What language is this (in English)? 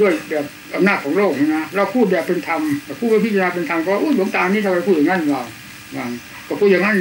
Thai